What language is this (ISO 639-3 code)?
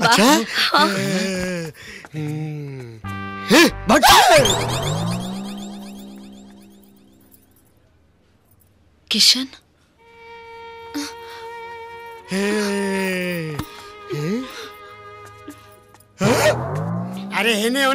bho